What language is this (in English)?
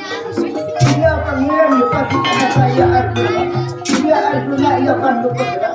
Banjar